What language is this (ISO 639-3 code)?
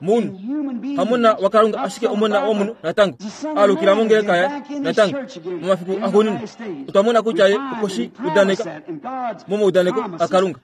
kua